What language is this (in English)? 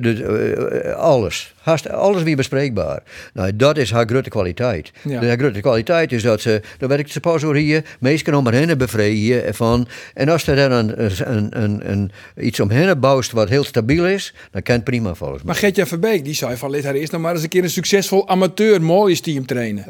Western Frisian